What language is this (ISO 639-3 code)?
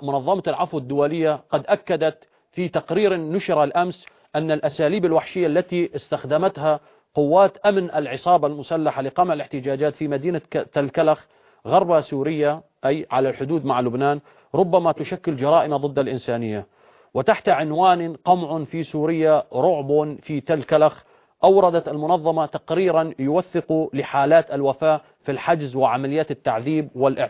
ara